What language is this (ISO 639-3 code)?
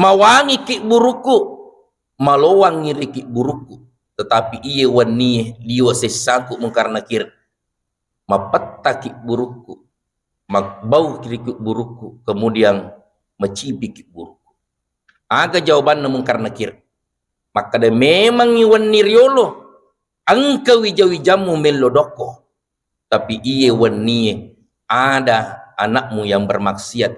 bug